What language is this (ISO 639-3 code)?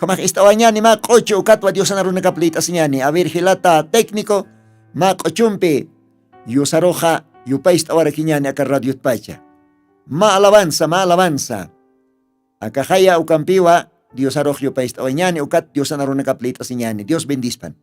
aym